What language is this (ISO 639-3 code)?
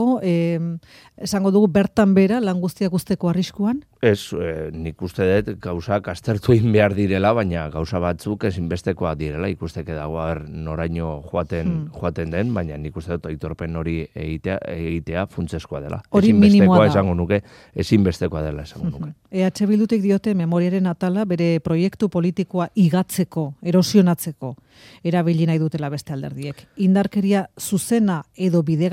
eus